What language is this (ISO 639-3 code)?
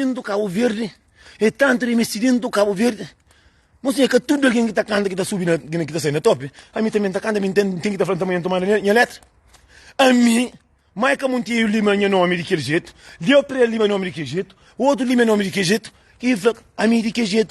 kea